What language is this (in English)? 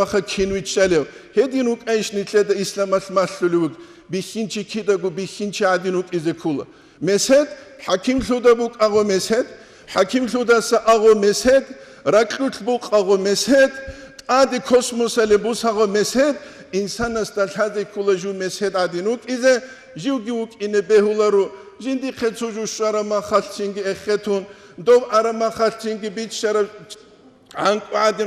Avaric